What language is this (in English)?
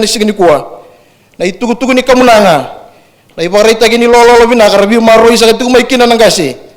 Fijian